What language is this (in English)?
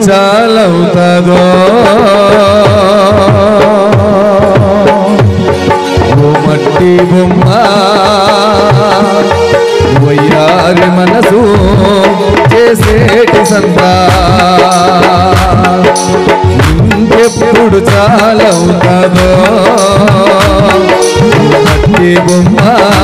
Telugu